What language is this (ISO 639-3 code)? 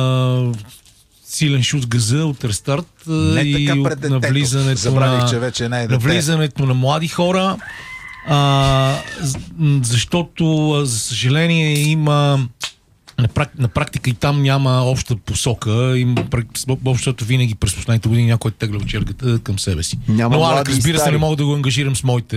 bul